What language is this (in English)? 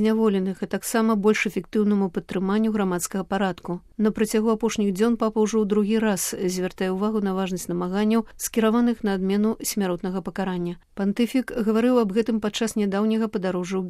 Belarusian